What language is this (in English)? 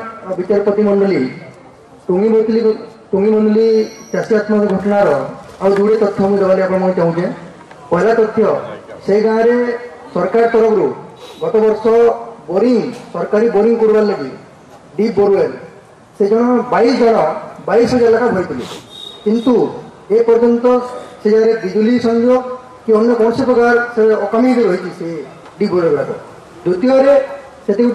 Odia